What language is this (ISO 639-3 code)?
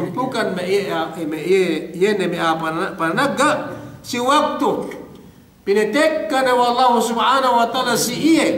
yka